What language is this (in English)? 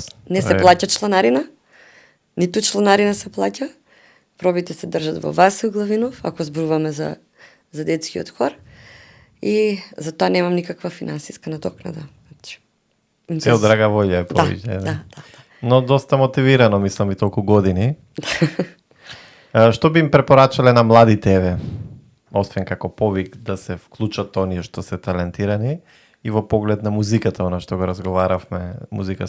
Macedonian